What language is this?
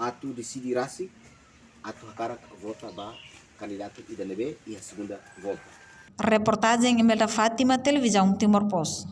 Tetum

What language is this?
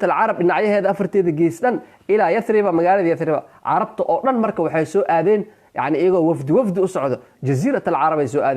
Somali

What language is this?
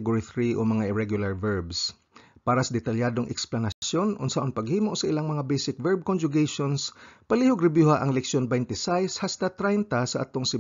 Cebuano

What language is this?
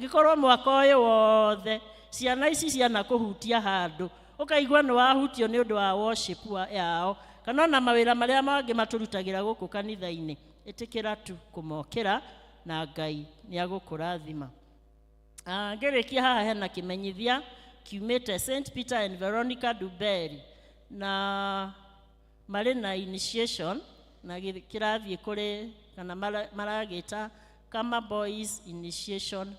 Kikuyu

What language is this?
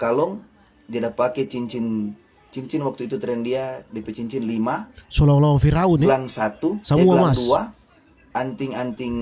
Manado Malay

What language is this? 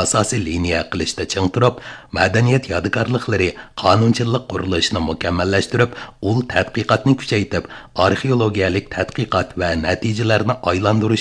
Uyghur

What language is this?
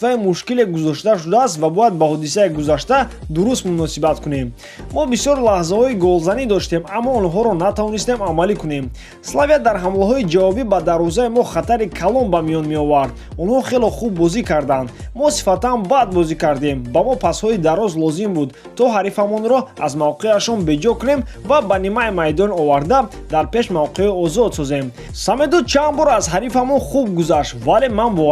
Tajik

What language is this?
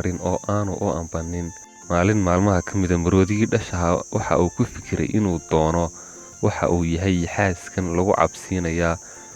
Somali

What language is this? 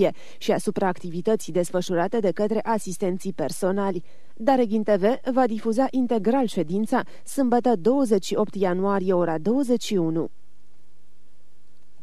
Romanian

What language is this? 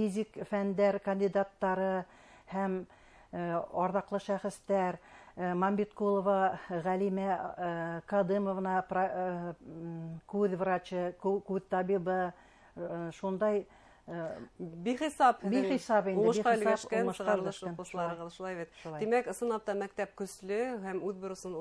Bashkir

